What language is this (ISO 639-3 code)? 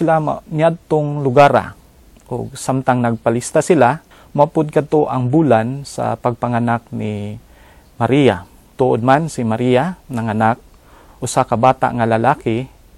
ceb